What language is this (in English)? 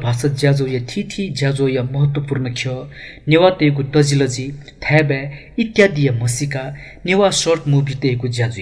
Newari